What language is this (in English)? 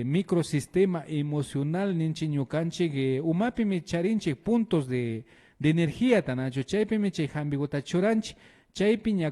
Imbabura Highland Quichua